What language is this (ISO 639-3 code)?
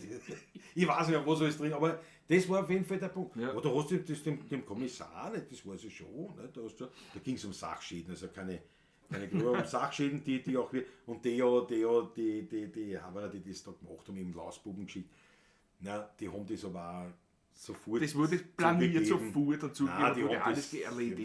bar